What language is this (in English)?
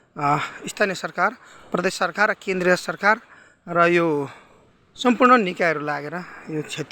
Nepali